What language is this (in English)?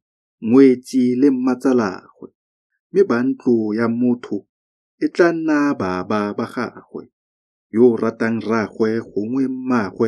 Tswana